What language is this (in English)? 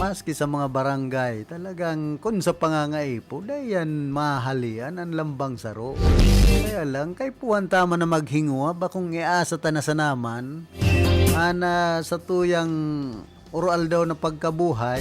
Bikol